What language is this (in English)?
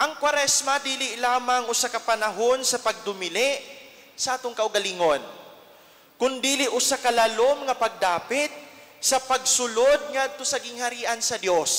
Cebuano